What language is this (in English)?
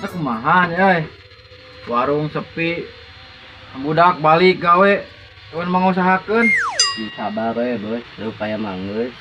Sundanese